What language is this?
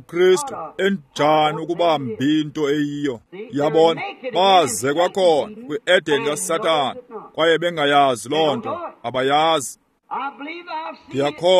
Xhosa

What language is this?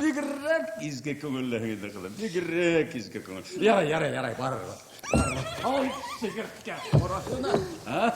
Bashkir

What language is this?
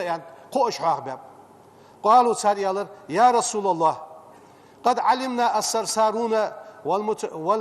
Ingush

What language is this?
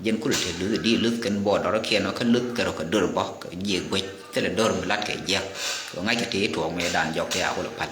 Nuer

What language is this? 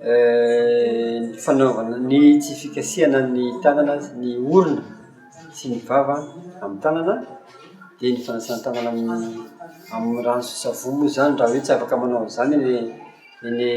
Malagasy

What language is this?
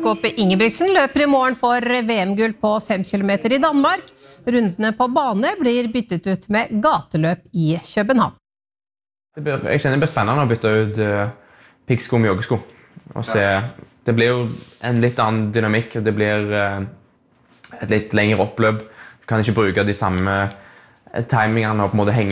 Norwegian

